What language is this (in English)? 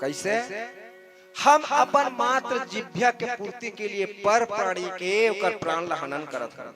Chhattisgarhi